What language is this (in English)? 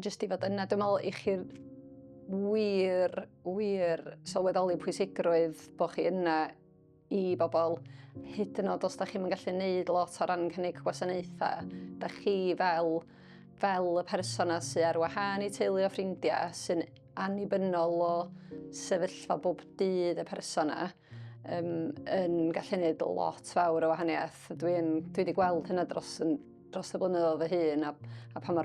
Welsh